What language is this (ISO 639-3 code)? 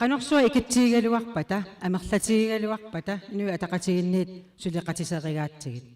kal